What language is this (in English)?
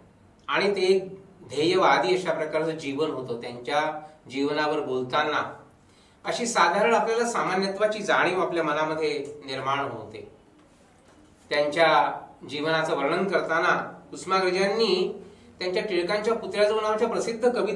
Marathi